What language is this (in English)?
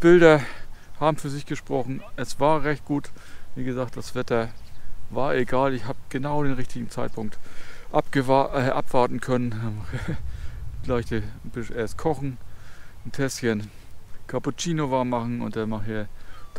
German